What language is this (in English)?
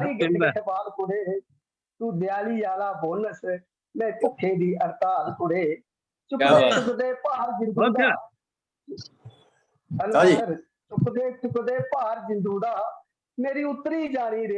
Dogri